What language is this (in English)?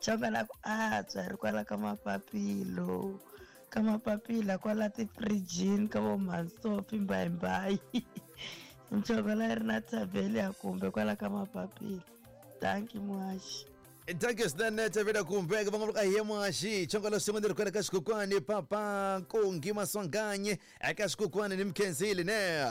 Tsonga